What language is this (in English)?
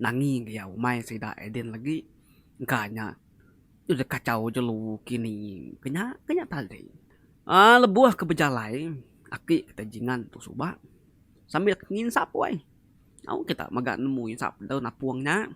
Iban